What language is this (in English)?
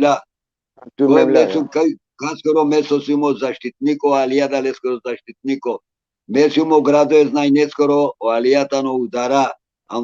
Balkan Romani